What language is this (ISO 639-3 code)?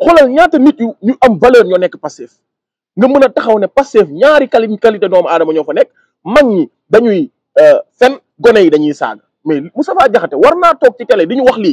wol